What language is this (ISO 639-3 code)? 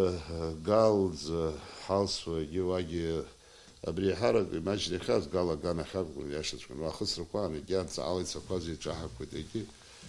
abk